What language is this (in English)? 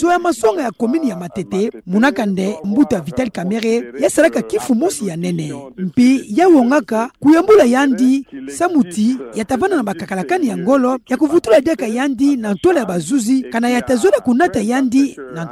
Kituba (Democratic Republic of Congo)